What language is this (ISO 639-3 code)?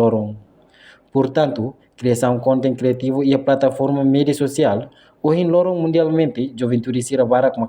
tet